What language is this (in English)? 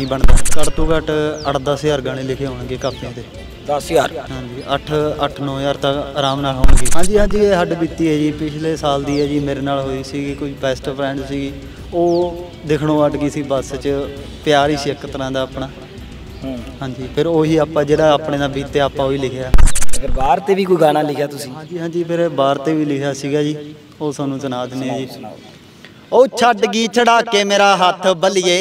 Punjabi